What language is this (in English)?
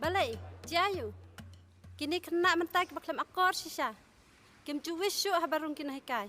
Khasi